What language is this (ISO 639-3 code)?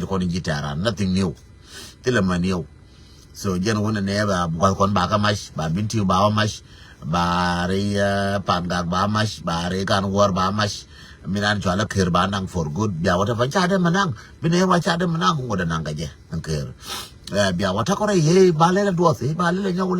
nus